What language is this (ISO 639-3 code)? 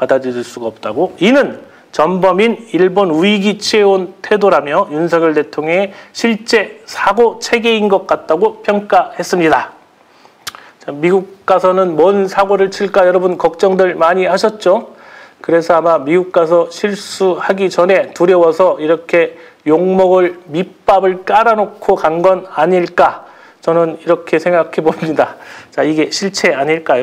kor